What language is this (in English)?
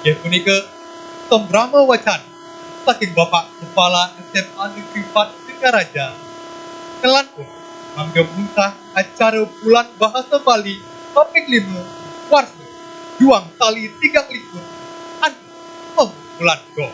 Balinese